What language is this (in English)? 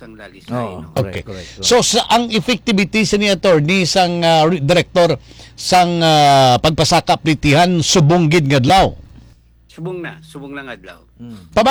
Hiligaynon